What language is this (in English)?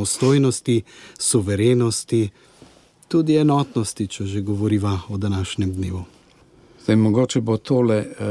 Slovenian